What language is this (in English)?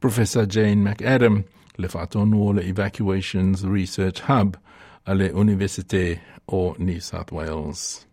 Samoan